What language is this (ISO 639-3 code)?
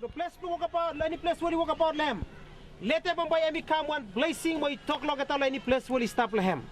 bis